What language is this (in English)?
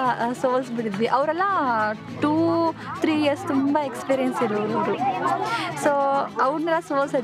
Kannada